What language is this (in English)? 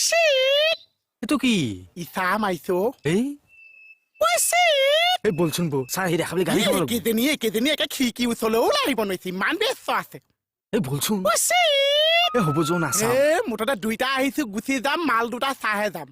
Assamese